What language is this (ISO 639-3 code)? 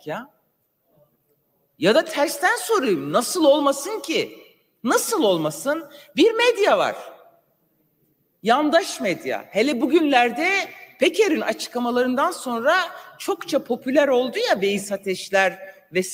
tur